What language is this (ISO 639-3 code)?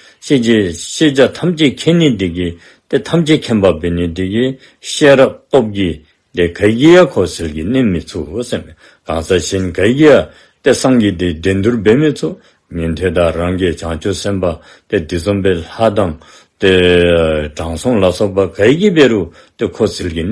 dzo